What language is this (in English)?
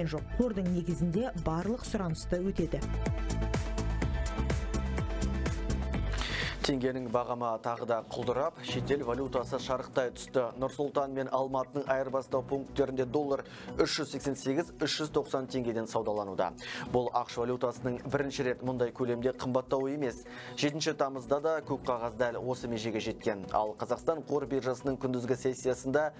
Kazakh